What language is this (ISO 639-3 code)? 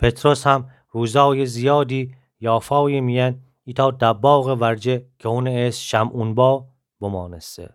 glk